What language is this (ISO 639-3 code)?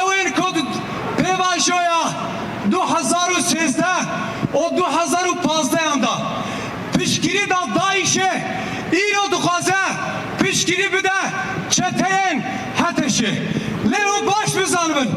kur